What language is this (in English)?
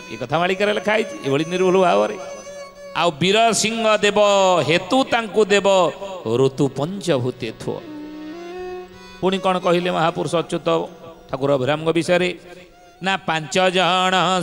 Odia